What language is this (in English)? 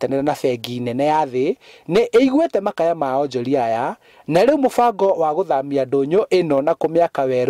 Kikuyu